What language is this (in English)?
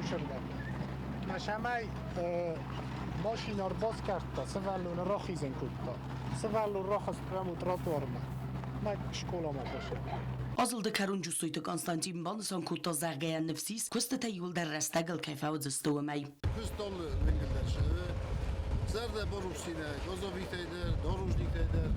Ossetic